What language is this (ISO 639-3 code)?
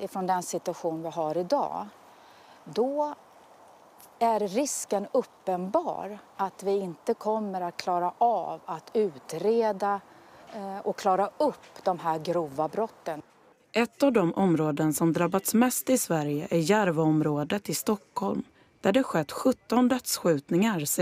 swe